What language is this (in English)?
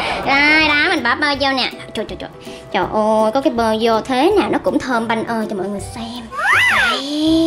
Vietnamese